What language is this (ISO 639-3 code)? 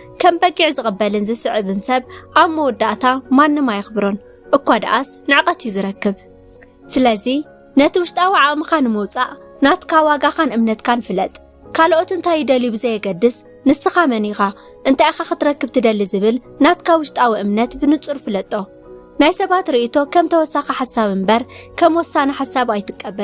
tir